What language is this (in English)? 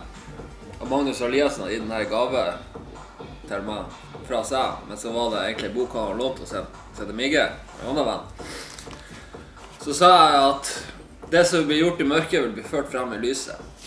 Norwegian